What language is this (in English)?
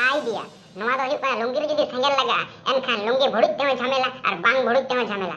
Santali